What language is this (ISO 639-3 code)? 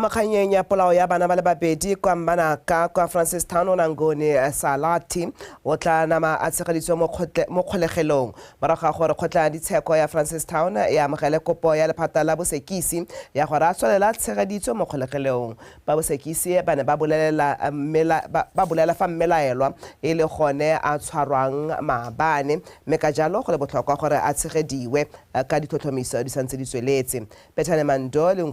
tsn